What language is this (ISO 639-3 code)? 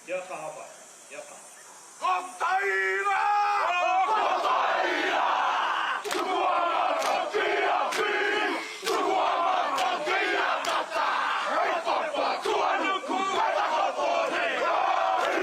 mri